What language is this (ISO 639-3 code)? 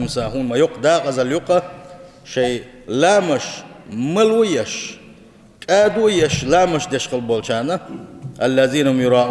che